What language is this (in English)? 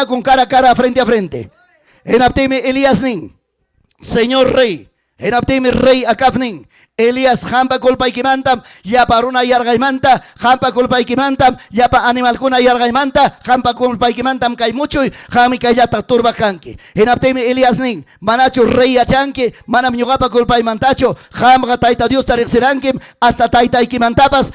Ayacucho Quechua